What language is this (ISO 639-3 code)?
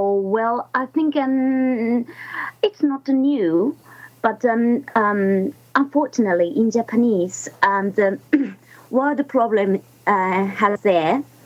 eng